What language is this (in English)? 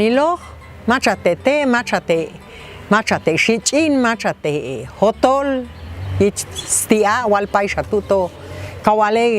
Popti'